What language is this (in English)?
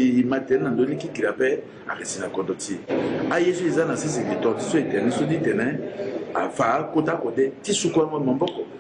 Sango